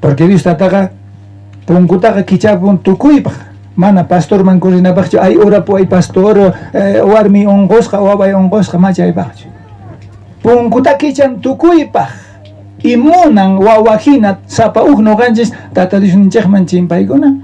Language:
South Bolivian Quechua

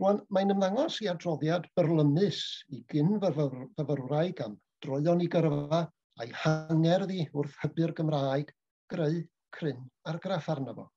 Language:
Welsh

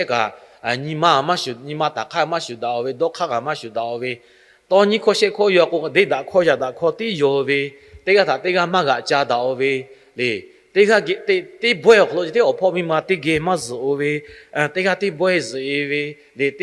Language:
Lahu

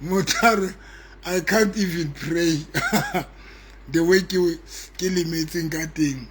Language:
Southern Sotho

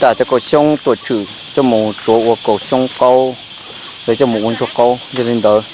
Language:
Hmong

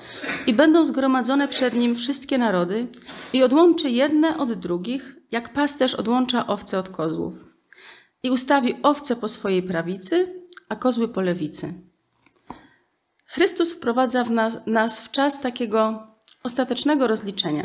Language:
Polish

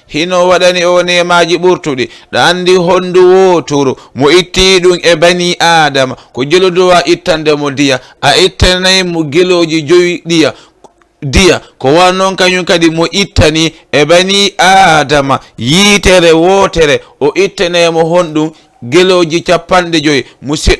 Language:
Fula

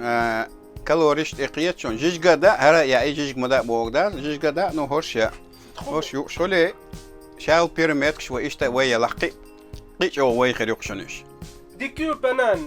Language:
Chechen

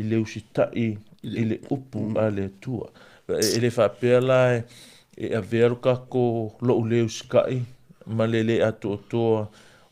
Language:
Samoan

